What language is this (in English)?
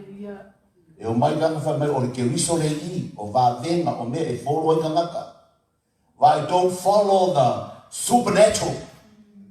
Samoan